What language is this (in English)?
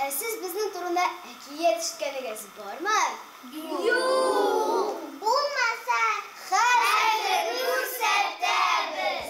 Tatar